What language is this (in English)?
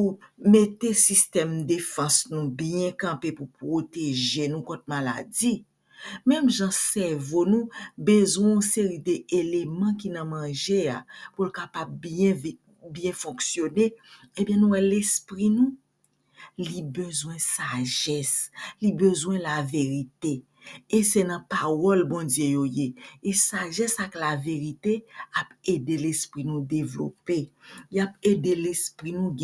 Haitian Creole